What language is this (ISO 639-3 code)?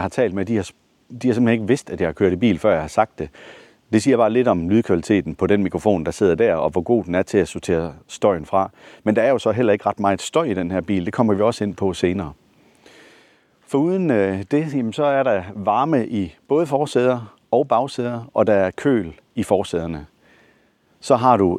dan